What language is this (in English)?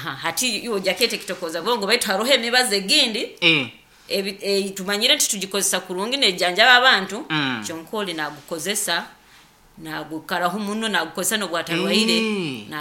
Nyoro